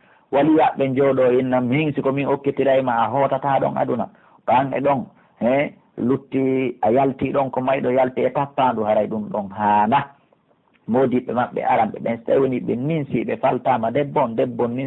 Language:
Pular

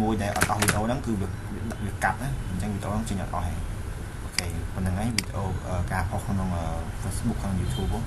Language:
Khmer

